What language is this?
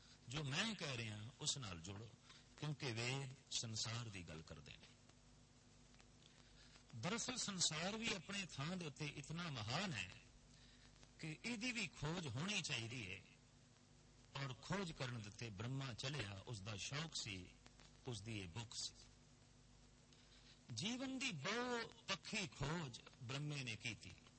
Punjabi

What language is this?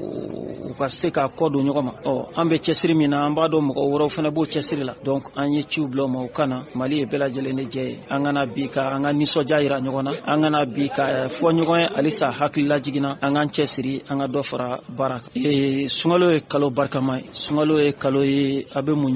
Bambara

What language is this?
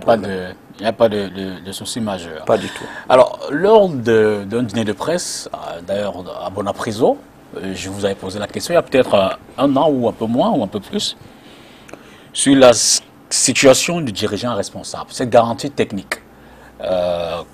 French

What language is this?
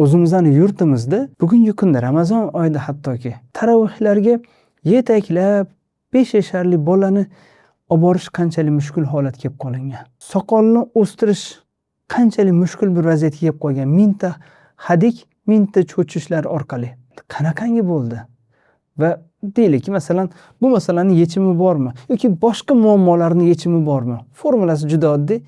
Uzbek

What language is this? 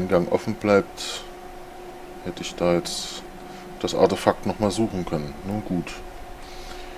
German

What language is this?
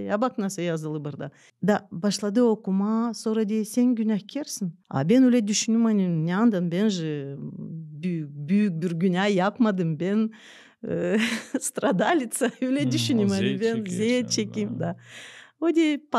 Gagauz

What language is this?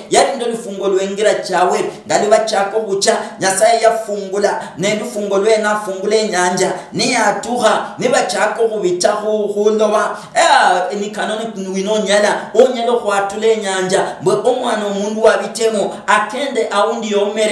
Luyia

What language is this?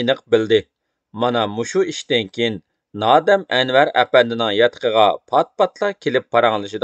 Uyghur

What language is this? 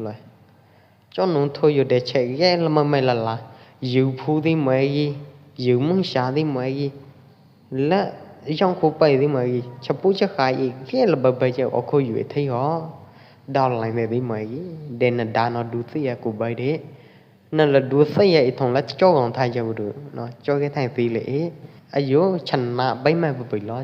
Pwo Eastern Karen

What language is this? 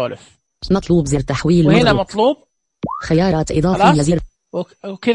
Najdi Arabic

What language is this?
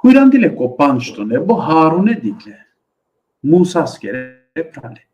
Balkan Romani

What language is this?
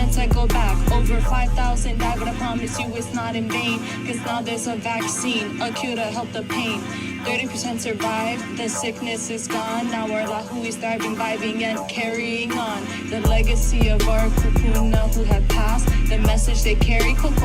Hawaiian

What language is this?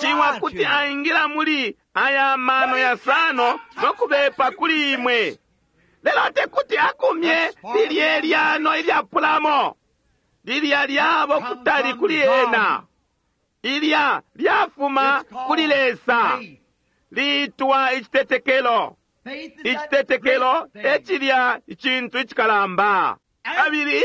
Bemba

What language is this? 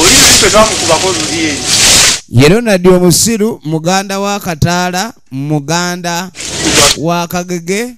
Ganda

